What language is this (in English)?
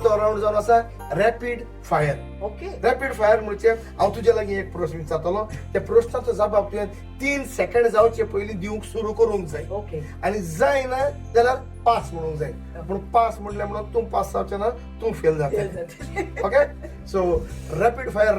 Konkani